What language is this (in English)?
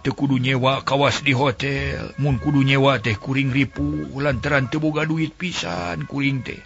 Sundanese